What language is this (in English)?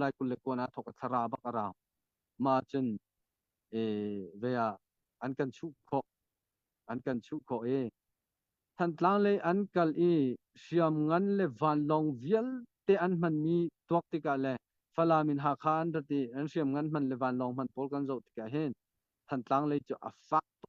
Hakha Chin